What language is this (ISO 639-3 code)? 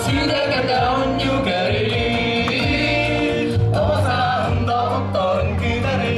sah